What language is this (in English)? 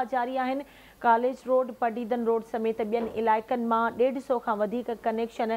Sindhi